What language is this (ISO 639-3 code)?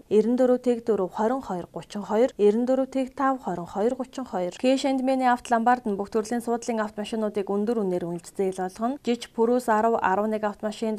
mon